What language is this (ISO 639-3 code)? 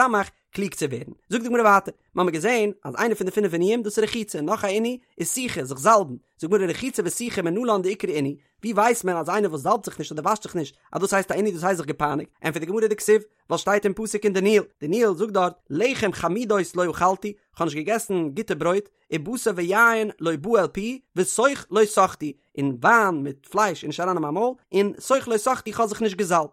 yid